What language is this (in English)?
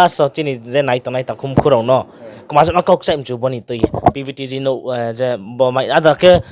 Riang (India)